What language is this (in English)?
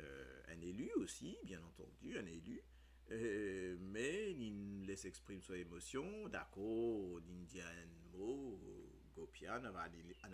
Morisyen